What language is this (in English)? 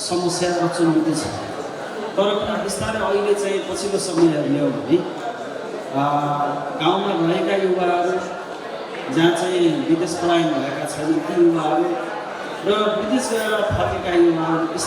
Nepali